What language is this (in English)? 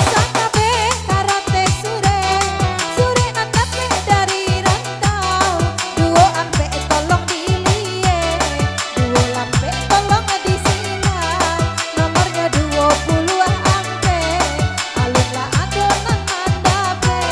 Minangkabau